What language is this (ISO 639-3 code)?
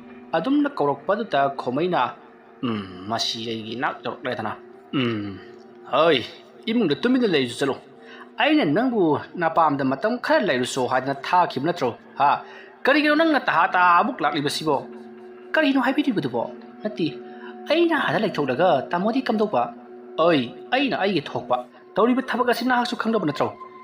mni